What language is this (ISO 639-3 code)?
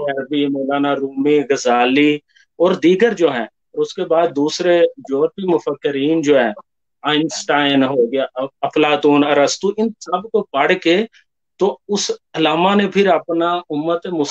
urd